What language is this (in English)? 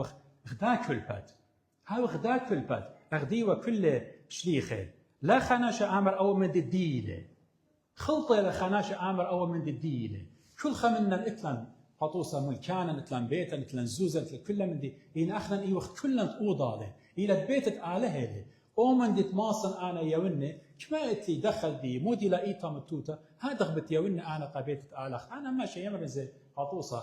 Assyrian Neo-Aramaic